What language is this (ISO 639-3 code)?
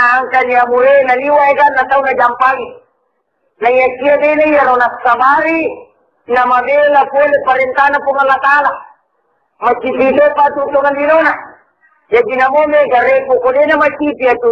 bug